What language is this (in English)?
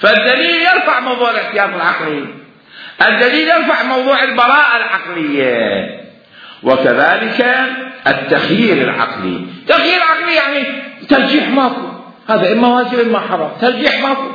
Mesopotamian Arabic